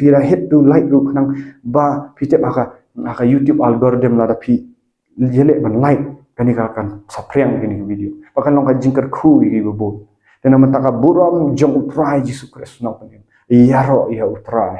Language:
Khasi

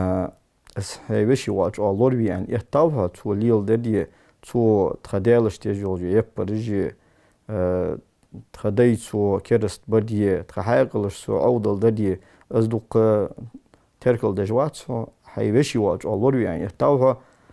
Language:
Ingush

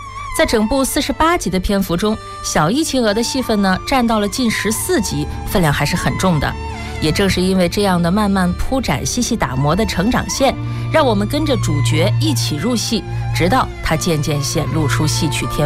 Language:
Chinese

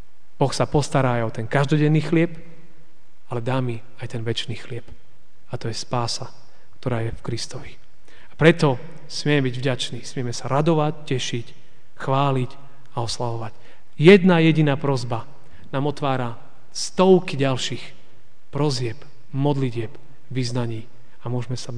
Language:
Slovak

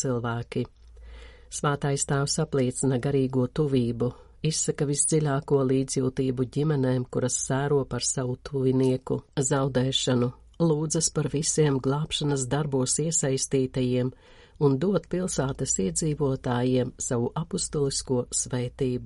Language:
Latvian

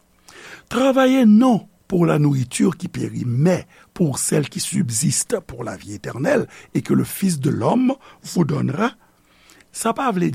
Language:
Haitian Creole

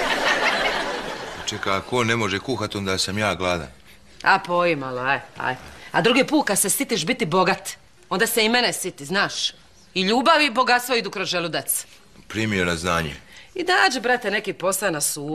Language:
Croatian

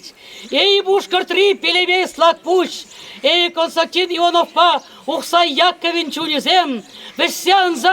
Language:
Chuvash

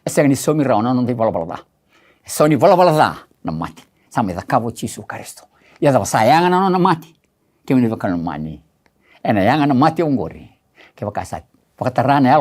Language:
Fijian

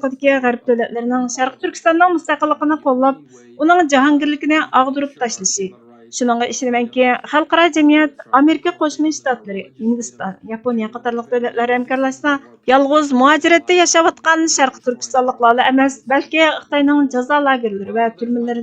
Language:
Uyghur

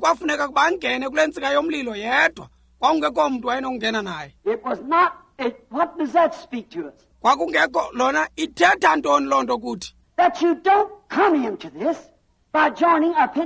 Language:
Xhosa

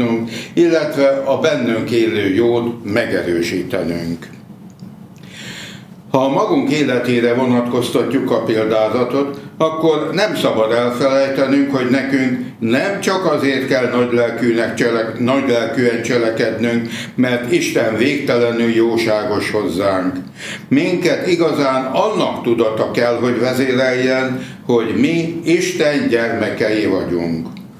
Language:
Hungarian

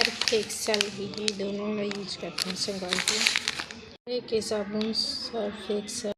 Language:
Chhattisgarhi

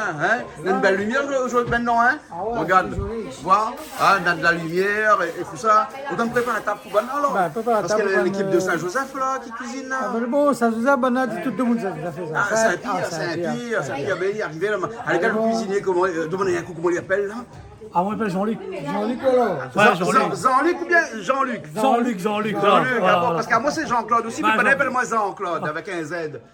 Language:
Réunion Creole French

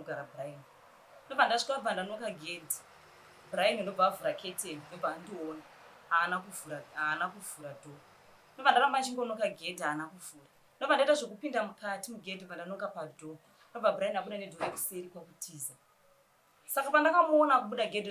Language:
Shona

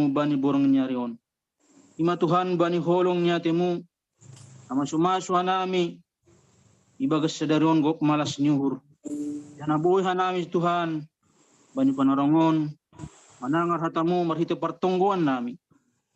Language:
Batak Simalungun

